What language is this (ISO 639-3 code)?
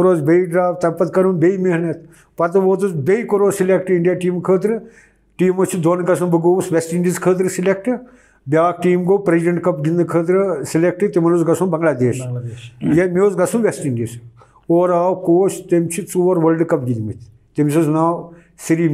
kas